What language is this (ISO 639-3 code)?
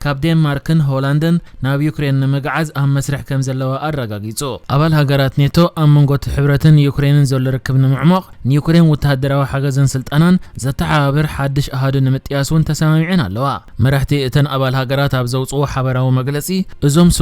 tir